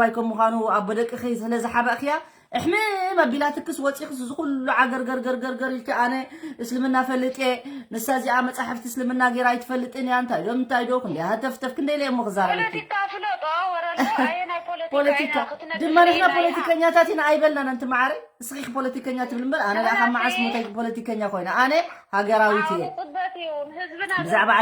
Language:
Tigrinya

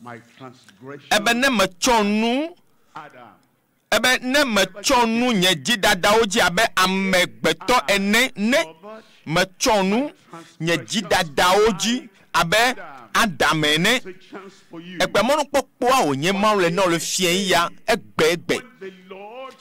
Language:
Ewe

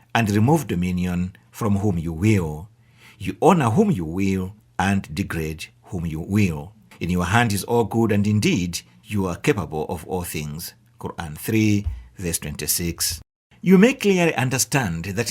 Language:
English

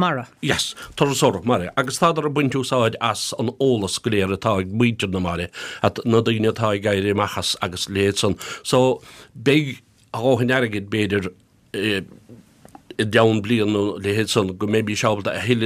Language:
Irish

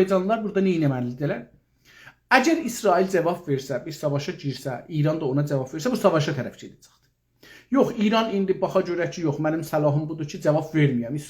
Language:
South Azerbaijani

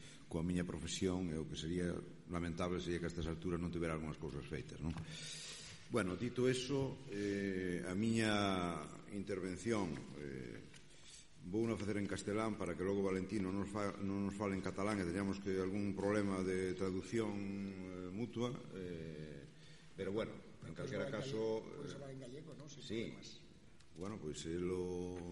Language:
Galician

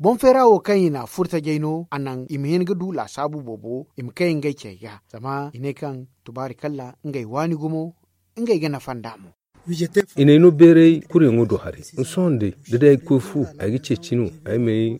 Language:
Zarma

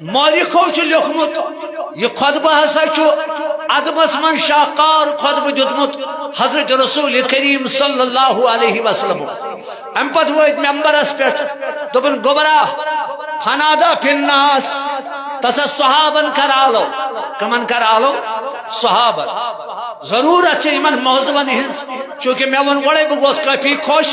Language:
Kashmiri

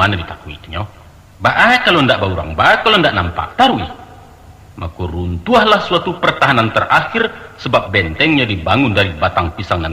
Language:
Minangkabau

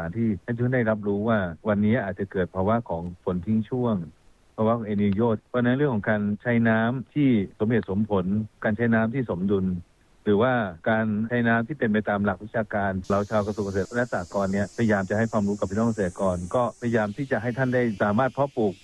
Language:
Thai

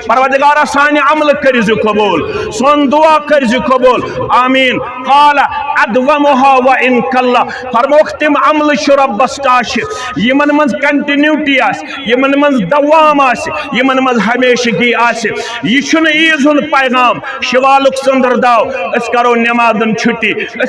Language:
Kashmiri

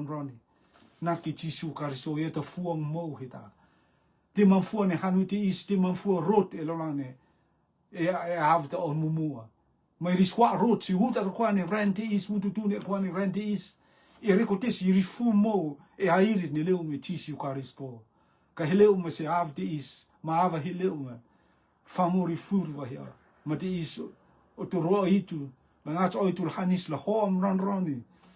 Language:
Rotuman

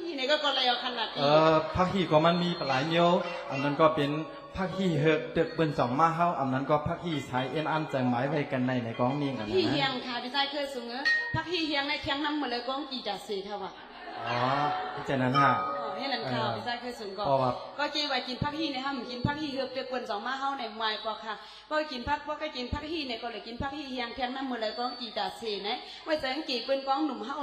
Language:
Shan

